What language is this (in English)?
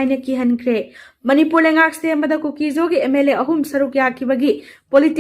Manipuri